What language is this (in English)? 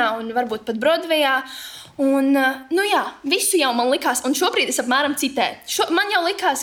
Latvian